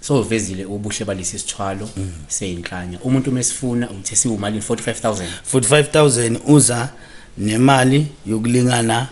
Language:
Zulu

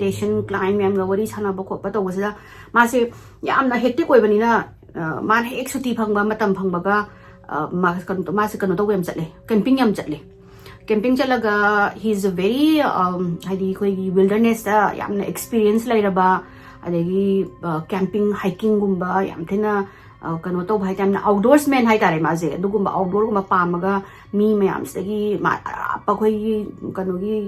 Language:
Manipuri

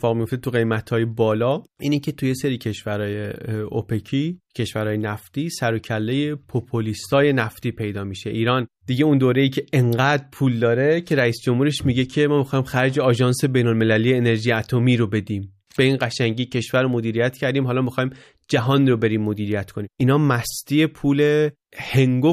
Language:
Persian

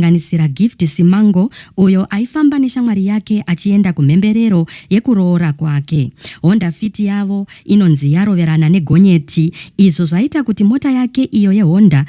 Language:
Shona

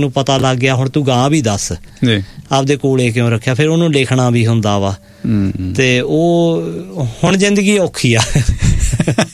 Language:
Punjabi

